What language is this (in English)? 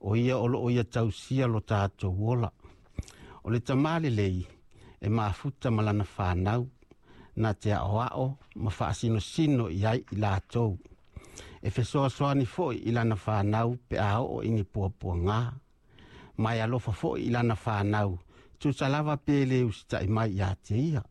Samoan